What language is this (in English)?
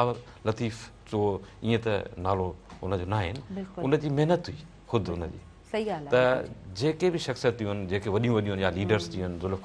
Sindhi